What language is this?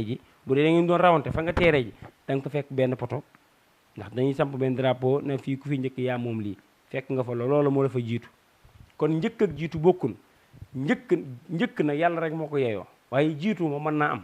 Wolof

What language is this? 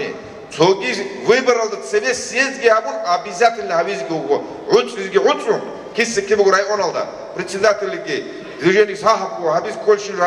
Avaric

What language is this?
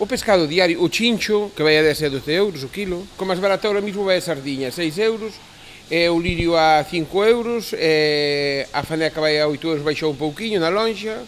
Galician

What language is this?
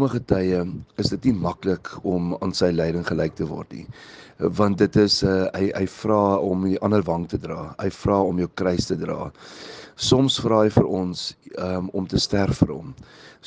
Afrikaans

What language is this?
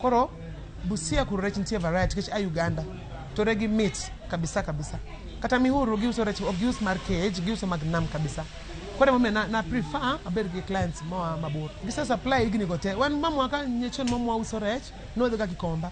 Luo (Kenya and Tanzania)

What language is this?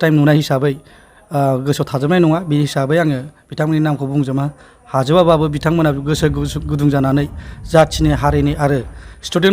Bodo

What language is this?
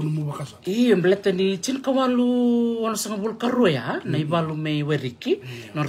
Fijian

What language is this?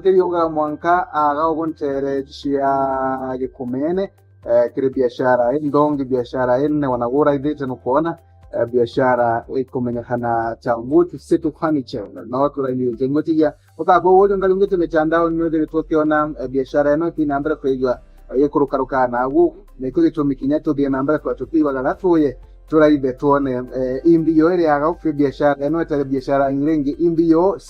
Meru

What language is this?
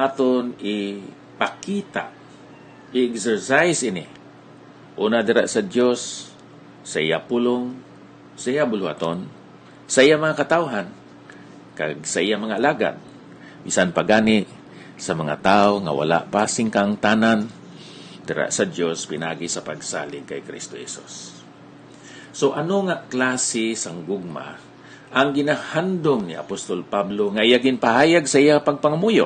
Hiligaynon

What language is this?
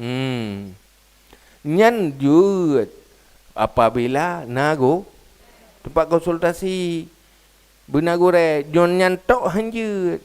Achinese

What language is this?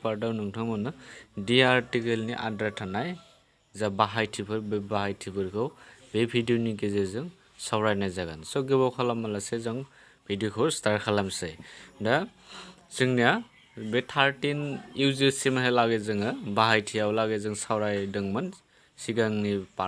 Bodo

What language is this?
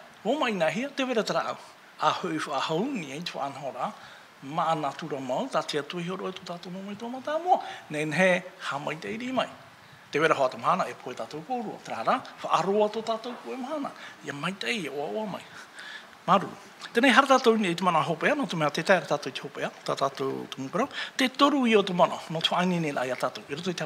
Tahitian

